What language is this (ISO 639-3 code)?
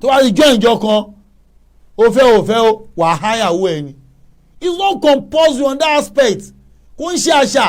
yor